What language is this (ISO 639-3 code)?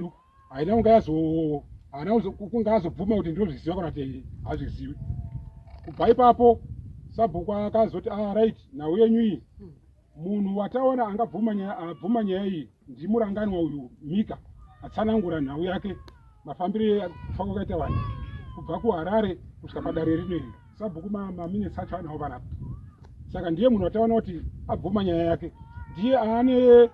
sna